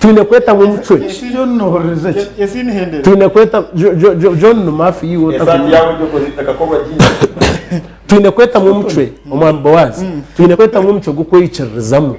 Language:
Nyankole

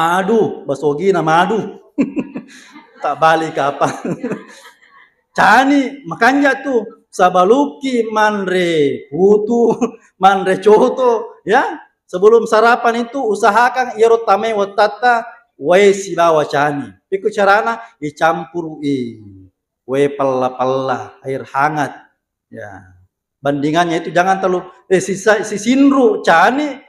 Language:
Buginese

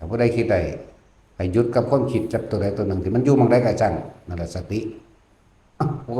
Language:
Northeastern Thai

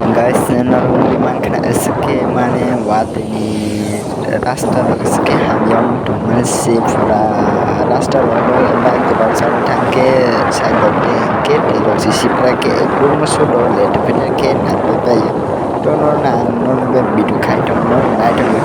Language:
Kok Borok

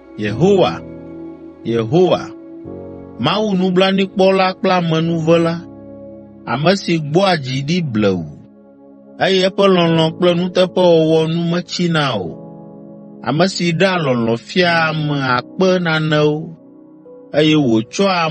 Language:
Ewe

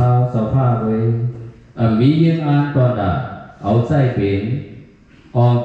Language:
Shan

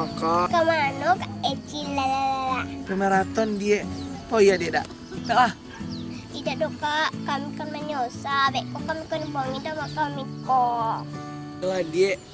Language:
Minangkabau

